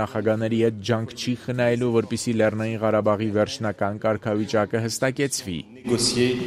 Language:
Armenian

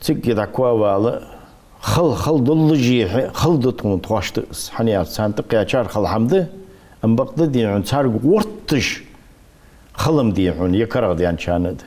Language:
Ingush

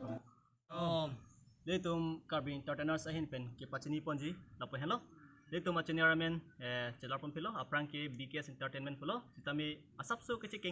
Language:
Karbi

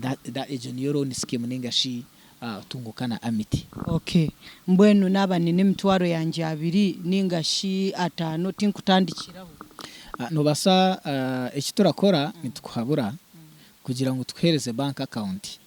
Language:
Nyankole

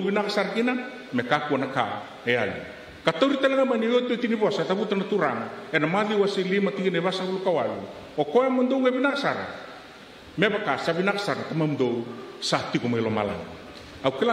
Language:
Fijian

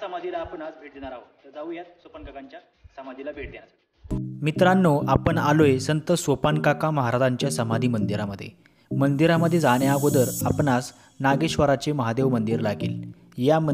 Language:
Marathi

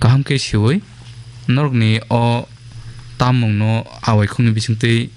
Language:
Kok Borok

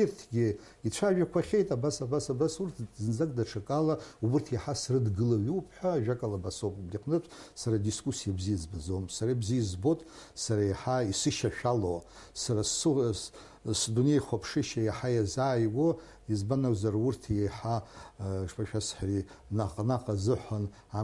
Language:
Abkhazian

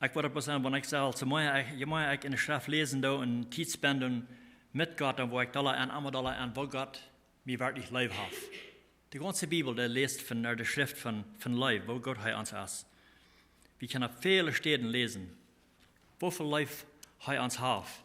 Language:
Plautdietsch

